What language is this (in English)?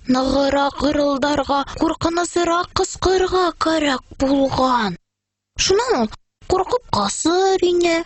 Bashkir